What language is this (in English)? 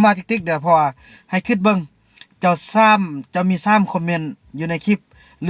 Lao